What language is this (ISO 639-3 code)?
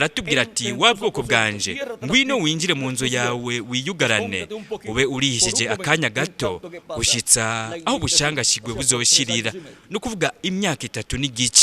run